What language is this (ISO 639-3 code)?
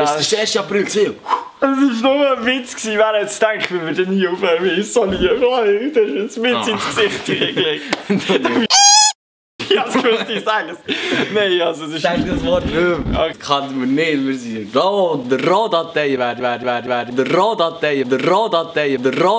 gsw